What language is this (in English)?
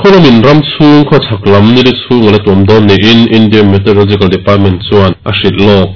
Mizo